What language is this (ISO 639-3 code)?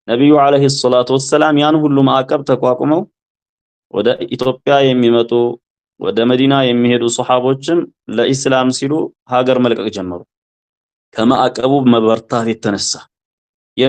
amh